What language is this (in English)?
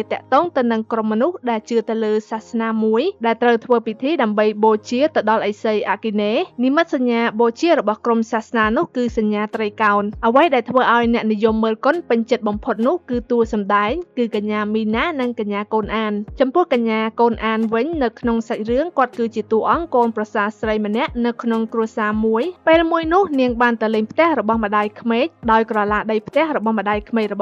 Khmer